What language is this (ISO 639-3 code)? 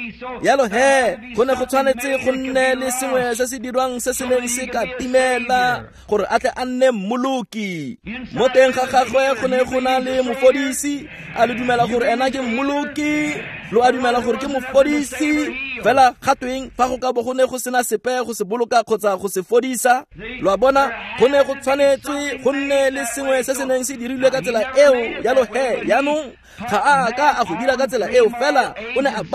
tsn